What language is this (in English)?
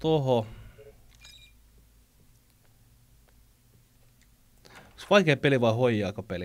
Finnish